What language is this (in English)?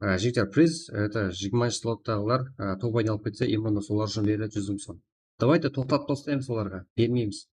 Kara-Kalpak